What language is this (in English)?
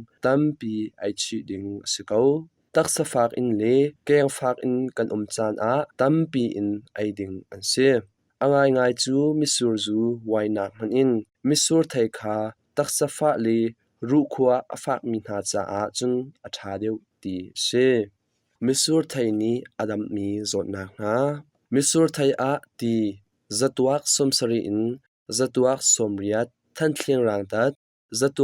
Hakha Chin